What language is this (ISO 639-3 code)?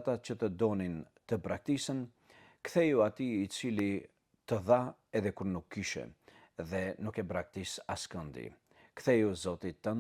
sqi